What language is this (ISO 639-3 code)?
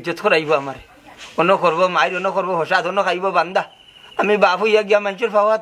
syl